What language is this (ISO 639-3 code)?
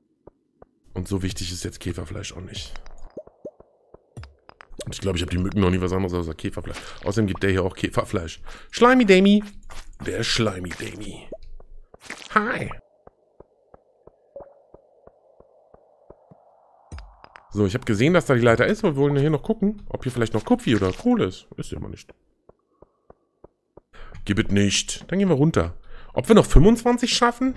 deu